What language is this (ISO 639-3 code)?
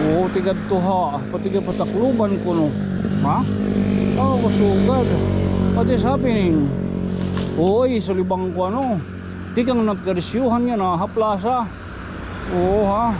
war